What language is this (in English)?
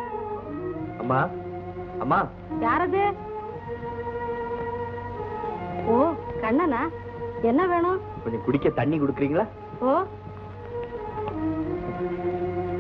Tamil